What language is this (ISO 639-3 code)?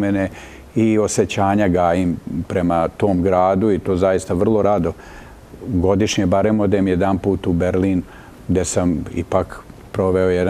bos